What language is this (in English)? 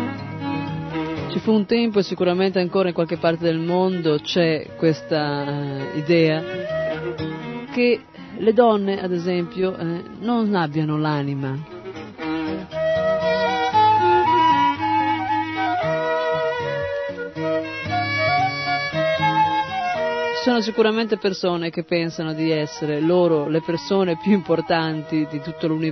Italian